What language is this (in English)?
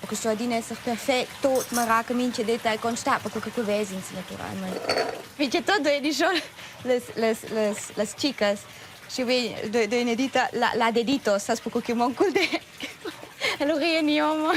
Romansh